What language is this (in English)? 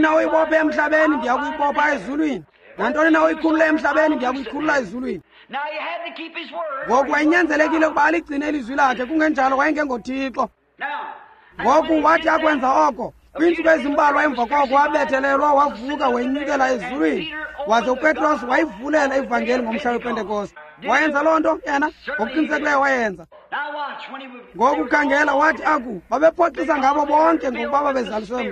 Xhosa